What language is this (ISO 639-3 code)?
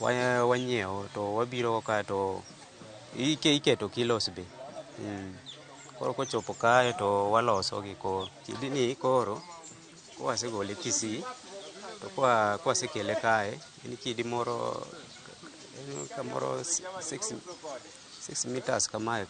luo